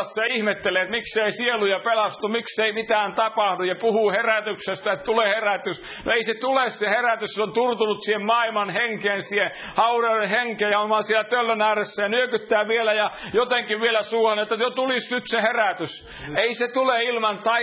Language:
Finnish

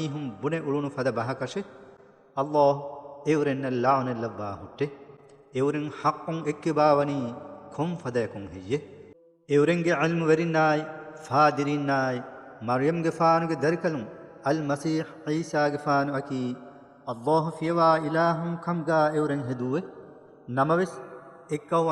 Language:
Divehi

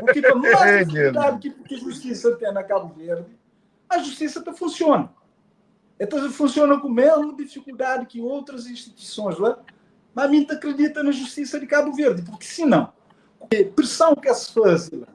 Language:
Kabuverdianu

